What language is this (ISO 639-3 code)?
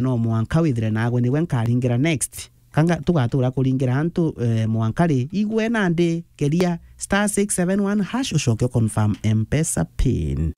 mer